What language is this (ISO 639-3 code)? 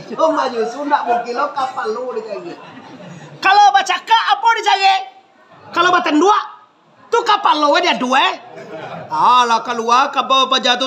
min